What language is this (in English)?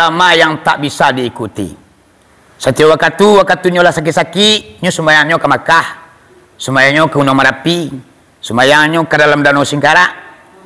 Minangkabau